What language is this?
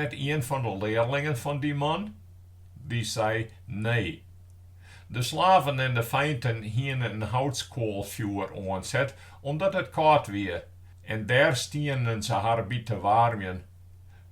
Western Frisian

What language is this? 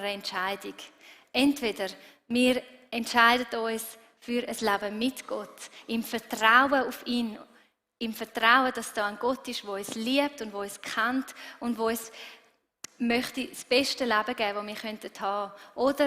Swiss German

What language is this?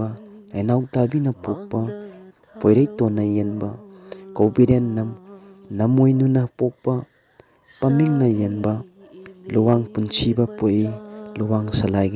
Manipuri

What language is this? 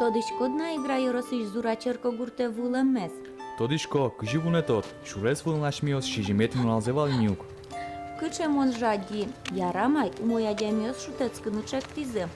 Udmurt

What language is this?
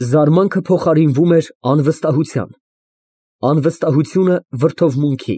Armenian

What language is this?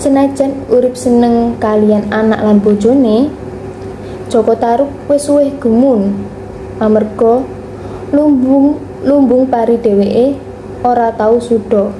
Javanese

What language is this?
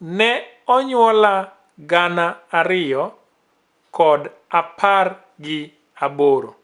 Luo (Kenya and Tanzania)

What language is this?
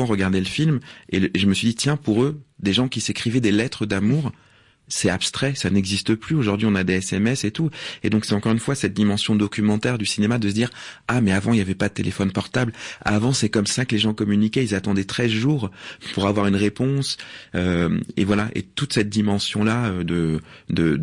French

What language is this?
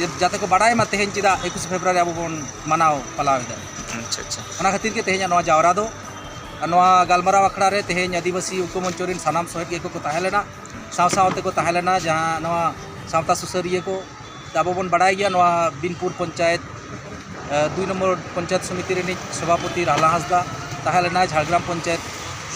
Santali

